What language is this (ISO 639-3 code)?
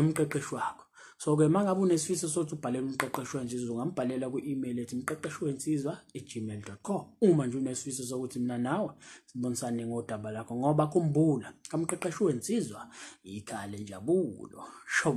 zul